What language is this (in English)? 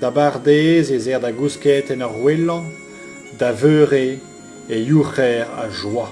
Breton